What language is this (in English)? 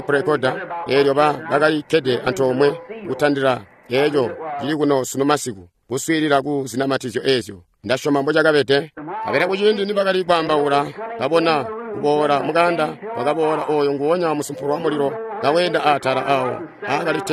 Tonga (Zambia)